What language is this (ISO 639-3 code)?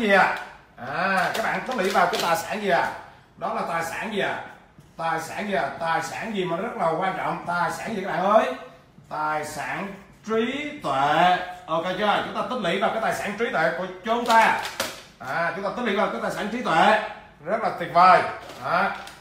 vie